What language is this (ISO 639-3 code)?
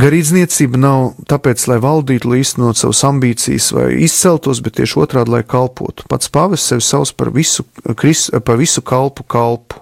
lav